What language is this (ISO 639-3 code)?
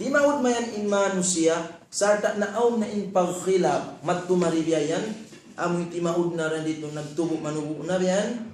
tsg